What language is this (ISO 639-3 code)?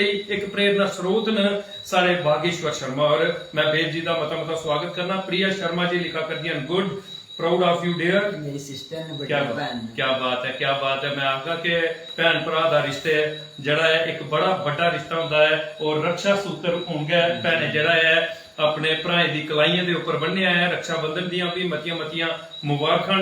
doi